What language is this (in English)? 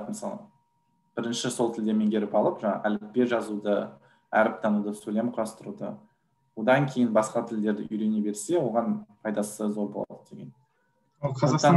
Kazakh